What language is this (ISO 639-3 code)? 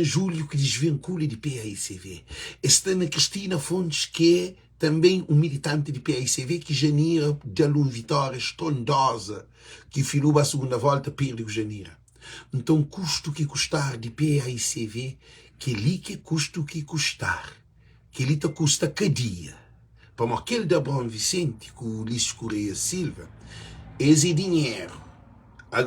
kea